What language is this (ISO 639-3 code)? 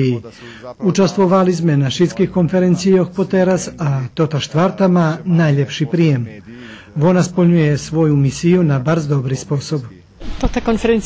rue